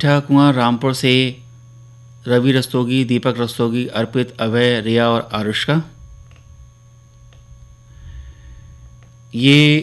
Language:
Hindi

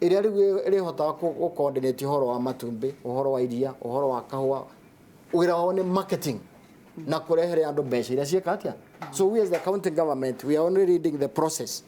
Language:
Kikuyu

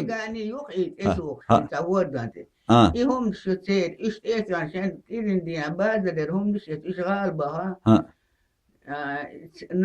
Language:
Chechen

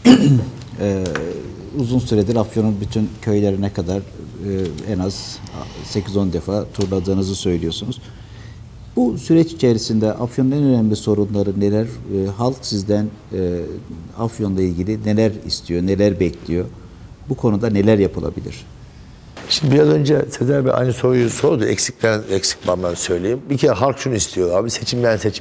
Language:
Turkish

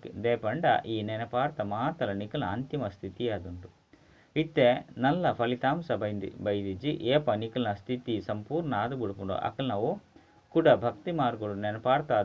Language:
Tulu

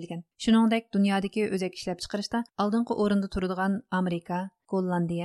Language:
Uyghur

